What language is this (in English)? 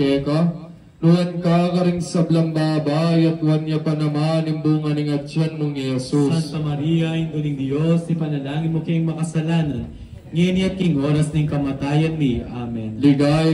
Pampanga